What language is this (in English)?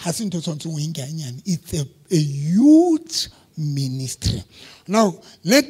Southern Sotho